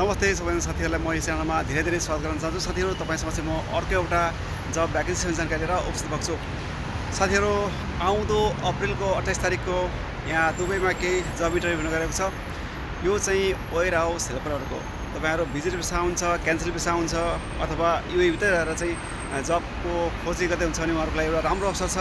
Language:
Nepali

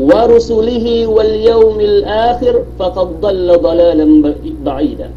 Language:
Yakan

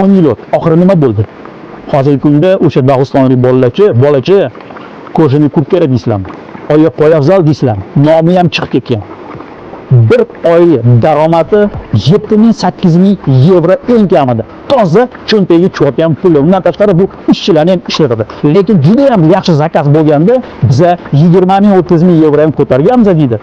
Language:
Uzbek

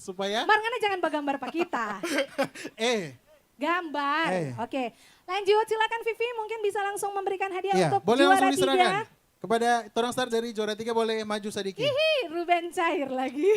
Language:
Manado Malay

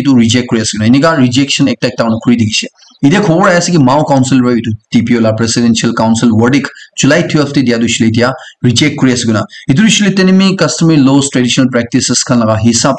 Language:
Naga Pidgin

